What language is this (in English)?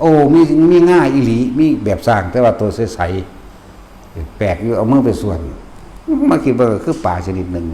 Northeastern Thai